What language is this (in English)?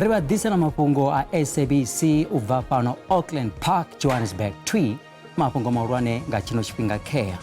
Venda